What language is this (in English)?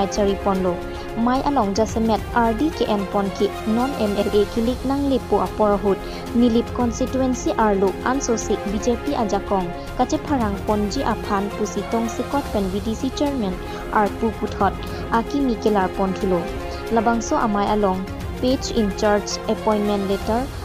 Karbi